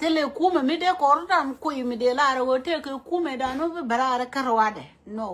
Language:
Nuer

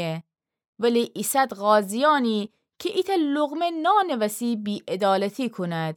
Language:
Gilaki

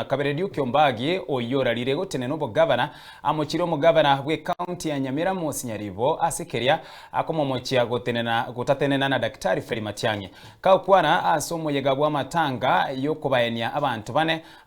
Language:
Gusii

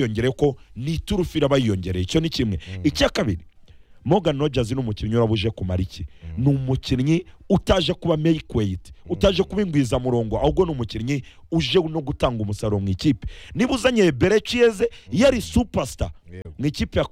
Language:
Kinyarwanda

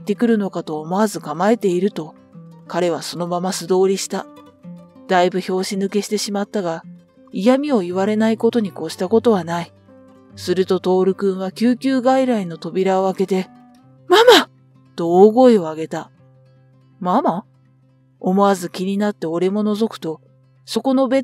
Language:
Japanese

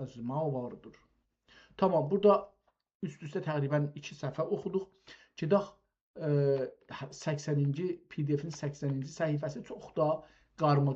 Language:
South Azerbaijani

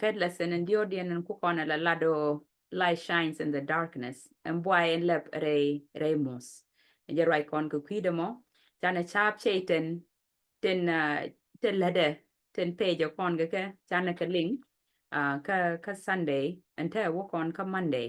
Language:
Nuer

